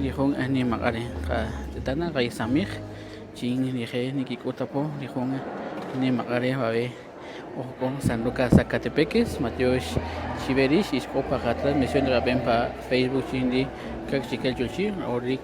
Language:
Kaqchikel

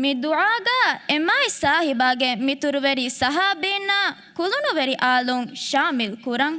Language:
Divehi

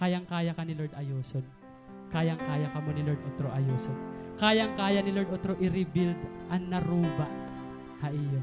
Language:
Waray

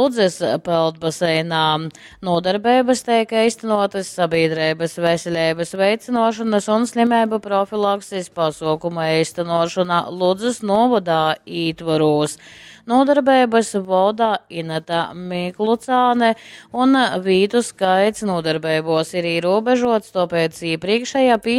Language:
Latgalian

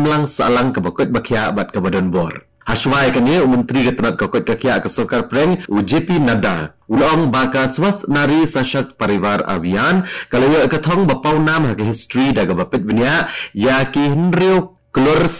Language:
Khasi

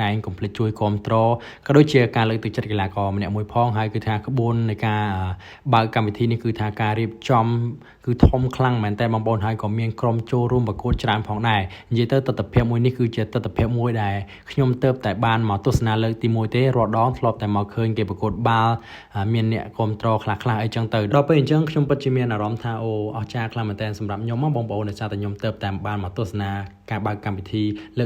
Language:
Khmer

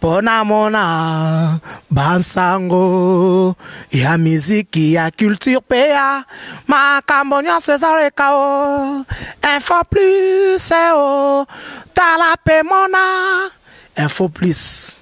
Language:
Lingala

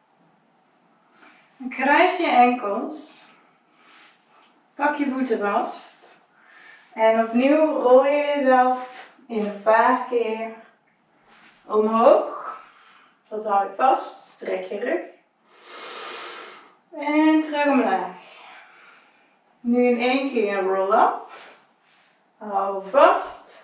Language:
Dutch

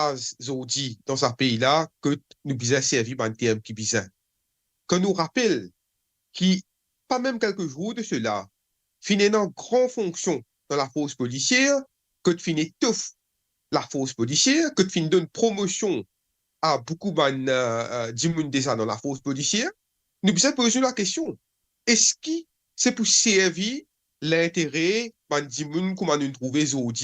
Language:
Morisyen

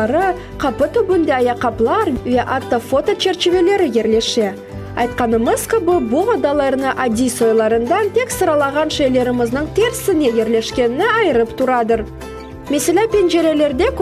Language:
Crimean Tatar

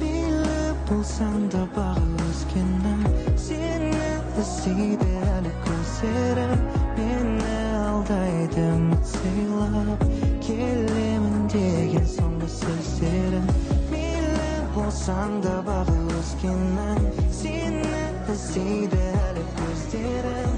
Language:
Kara-Kalpak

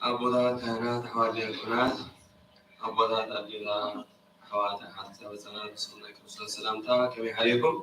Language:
Geez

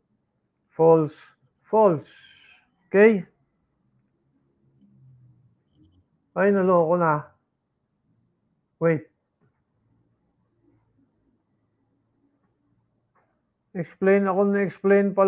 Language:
Filipino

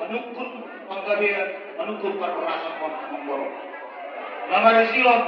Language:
Batak Toba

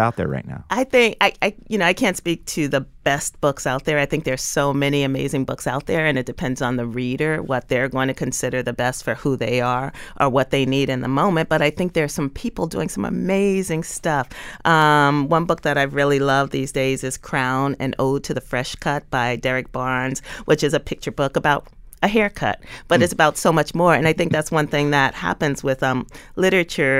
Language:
English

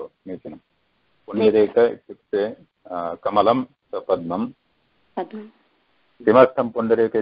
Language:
Sanskrit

